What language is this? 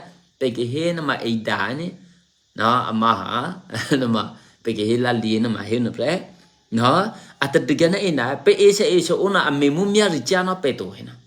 Eastern Kayah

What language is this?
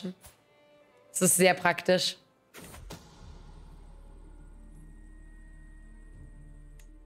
German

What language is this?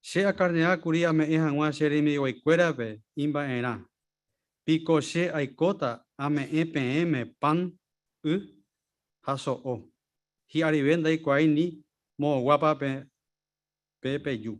Guarani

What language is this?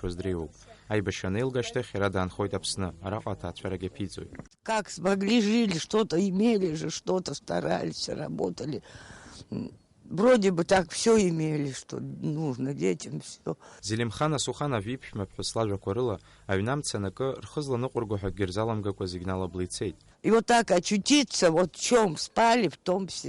Abkhazian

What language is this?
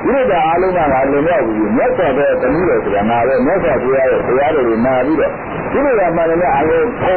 Burmese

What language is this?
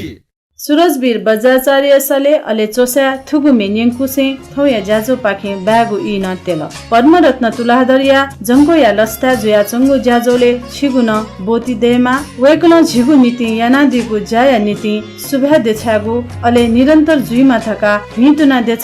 Newari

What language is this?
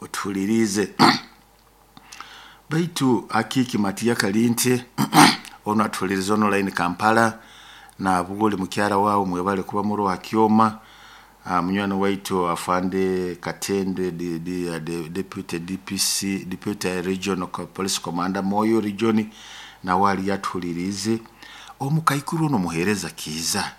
Nyoro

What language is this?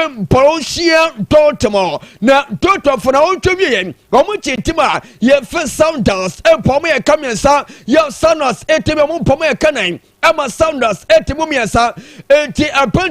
Akan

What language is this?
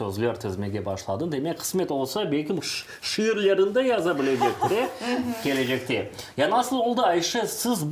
Crimean Tatar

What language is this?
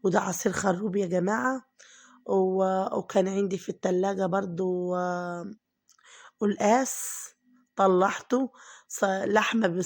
Egyptian Arabic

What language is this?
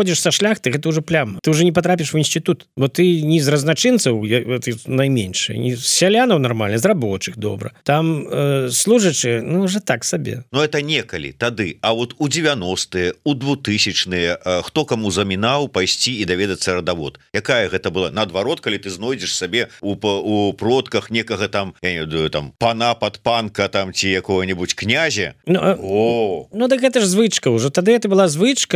Belarusian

